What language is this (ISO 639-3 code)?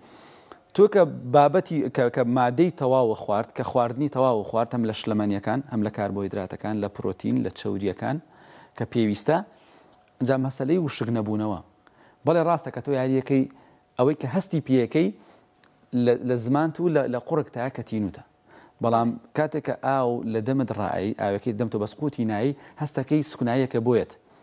ckb